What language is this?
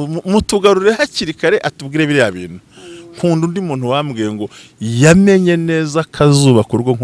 Kinyarwanda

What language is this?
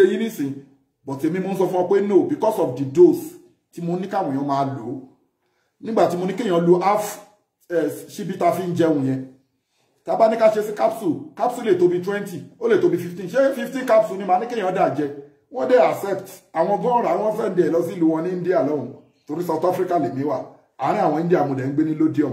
Yoruba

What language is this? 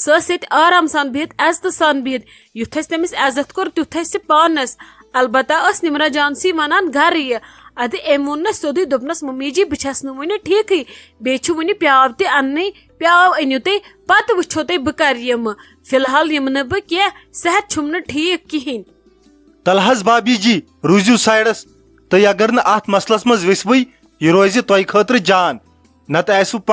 Kashmiri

